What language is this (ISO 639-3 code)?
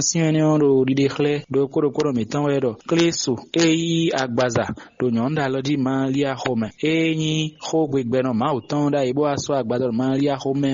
fon